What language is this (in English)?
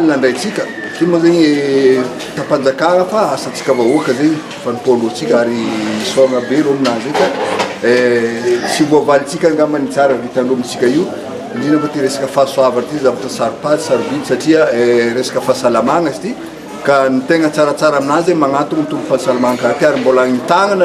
Malagasy